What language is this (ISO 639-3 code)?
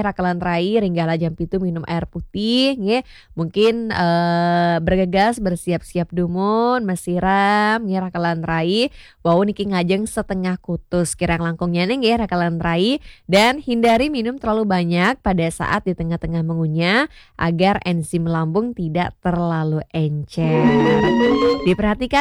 ban